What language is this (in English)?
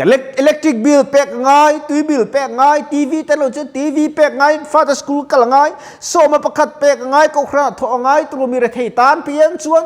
Mizo